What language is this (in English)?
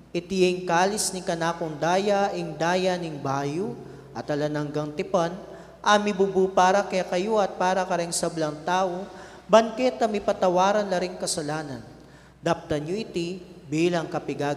Pampanga